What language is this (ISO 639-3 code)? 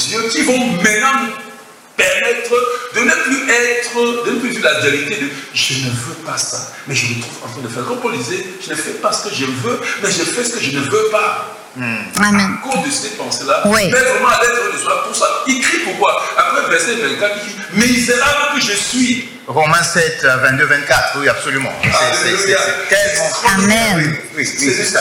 fra